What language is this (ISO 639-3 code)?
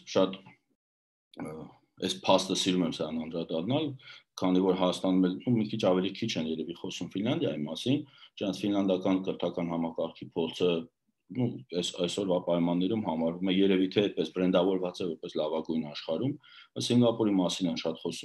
hye